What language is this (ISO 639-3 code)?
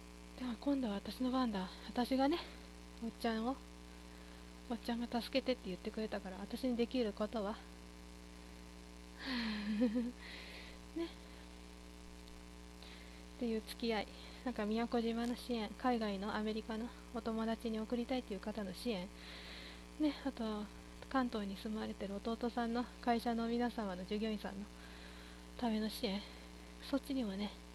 jpn